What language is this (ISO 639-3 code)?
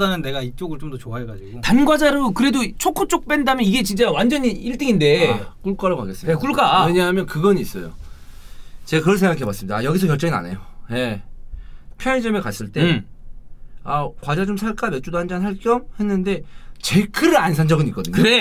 kor